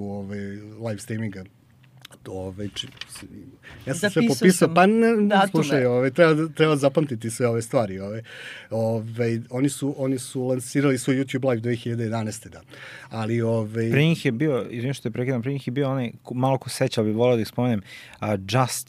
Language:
Serbian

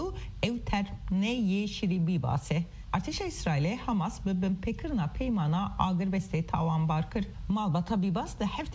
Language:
Kurdish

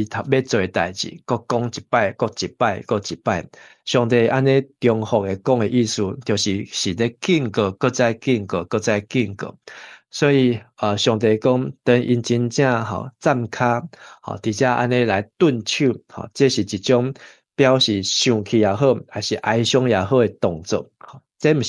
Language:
Min Nan Chinese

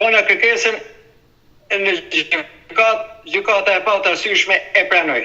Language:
Albanian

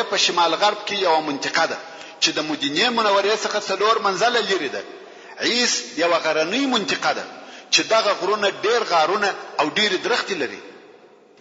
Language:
Pashto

